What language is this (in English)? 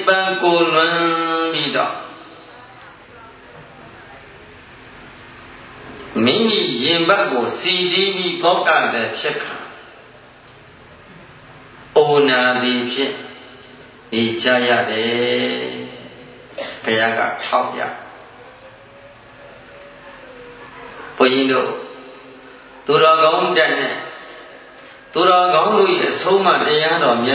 Burmese